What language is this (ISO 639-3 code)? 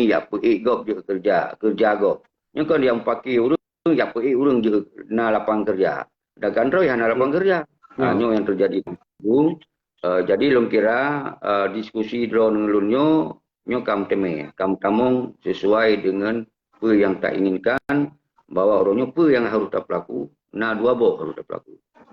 ace